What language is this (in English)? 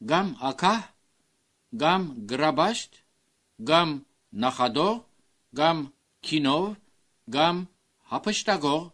Armenian